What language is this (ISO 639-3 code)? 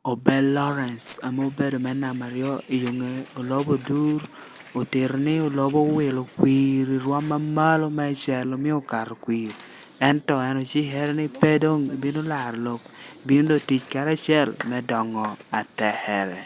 laj